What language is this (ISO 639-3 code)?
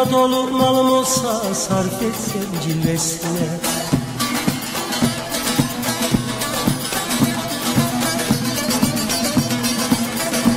tur